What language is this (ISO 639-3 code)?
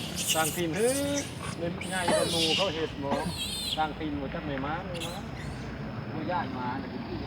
lao